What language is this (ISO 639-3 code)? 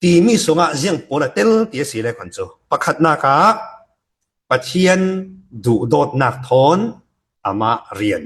cfm